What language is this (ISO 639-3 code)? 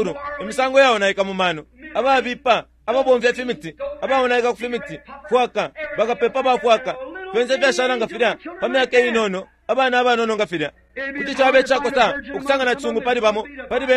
bem